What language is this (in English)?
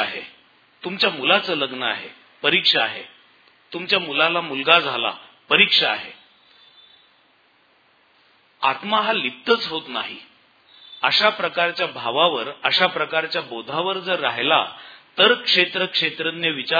Marathi